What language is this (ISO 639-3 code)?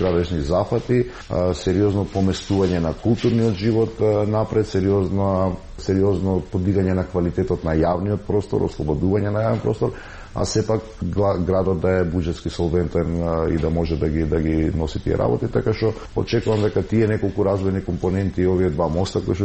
mkd